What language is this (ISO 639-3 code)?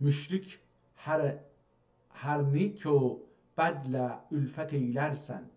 azb